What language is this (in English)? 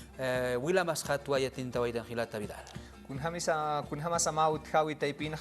Aymara